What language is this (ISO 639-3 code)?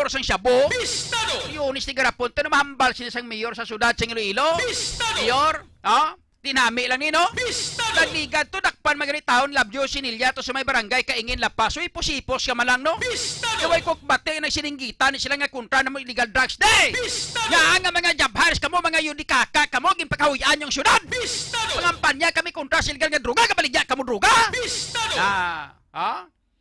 hil